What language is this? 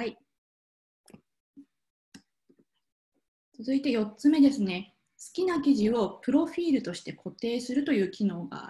Japanese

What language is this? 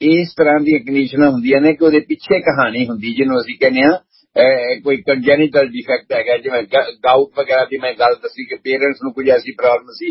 Punjabi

